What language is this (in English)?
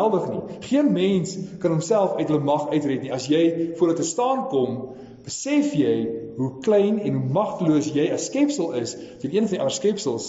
Afrikaans